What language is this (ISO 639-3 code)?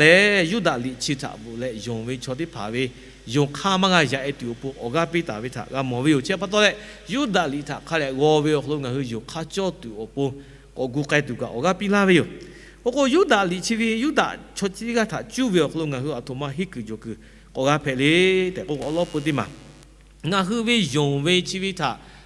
lhu